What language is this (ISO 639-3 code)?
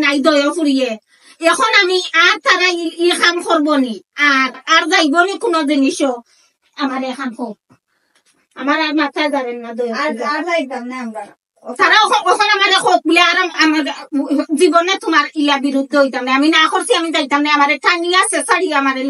syl